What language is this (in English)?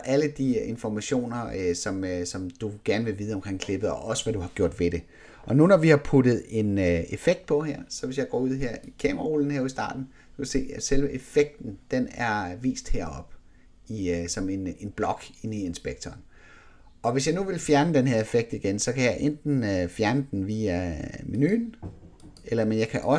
Danish